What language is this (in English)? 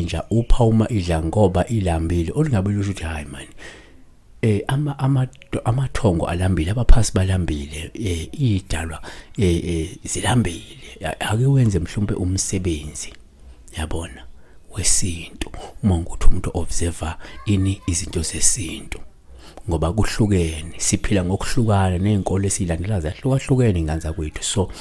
Zulu